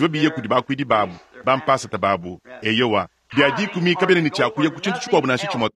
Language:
Luba-Lulua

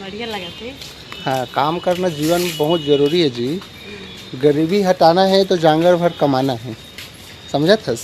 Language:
Chhattisgarhi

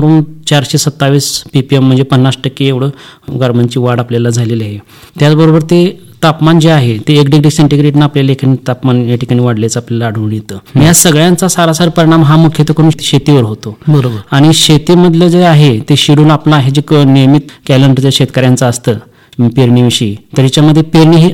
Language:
Marathi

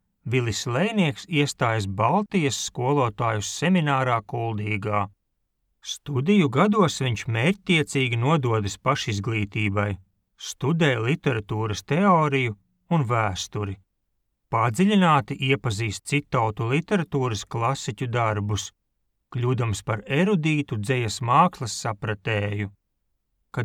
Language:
Latvian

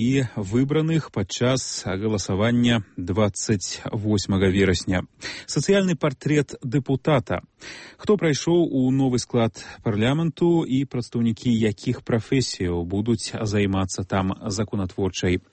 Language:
Belarusian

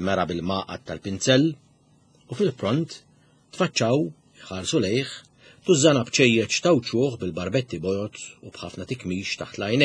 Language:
Maltese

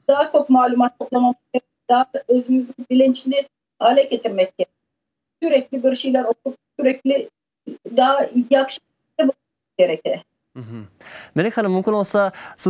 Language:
Crimean Tatar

